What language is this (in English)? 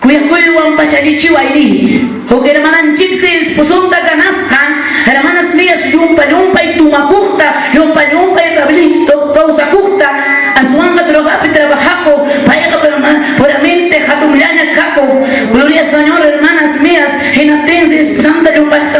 Ayacucho Quechua